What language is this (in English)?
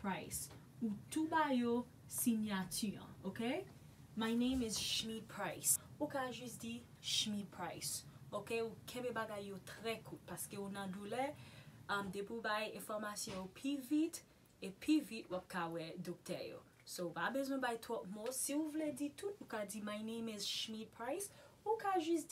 Haitian Creole